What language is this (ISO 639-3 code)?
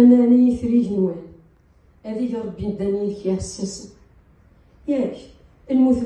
kab